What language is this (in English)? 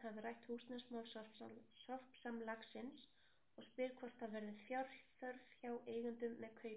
Icelandic